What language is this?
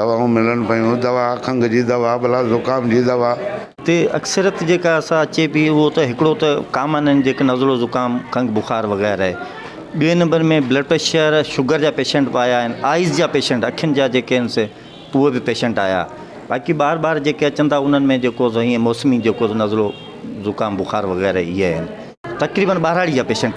Sindhi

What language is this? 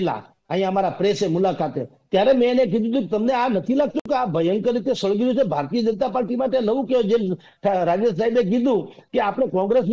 Gujarati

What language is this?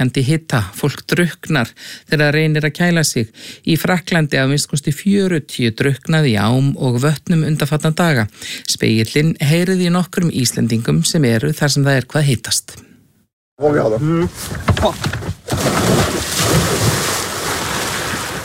Icelandic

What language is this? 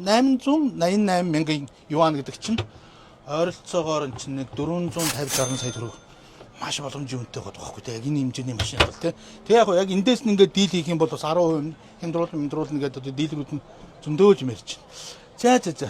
Mongolian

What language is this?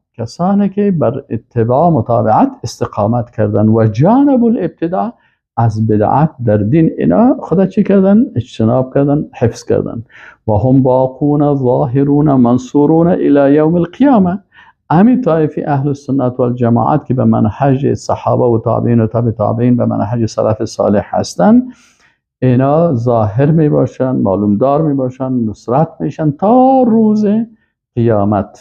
Persian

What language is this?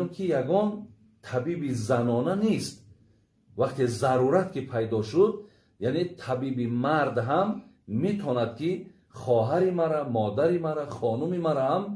Tajik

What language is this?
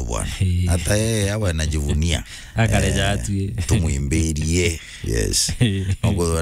Meru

